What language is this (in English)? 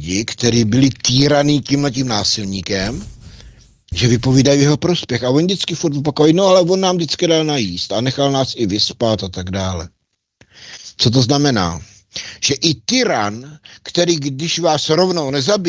Czech